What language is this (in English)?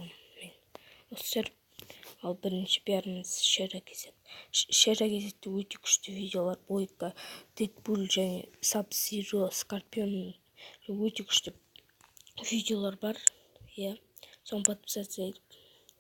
Kazakh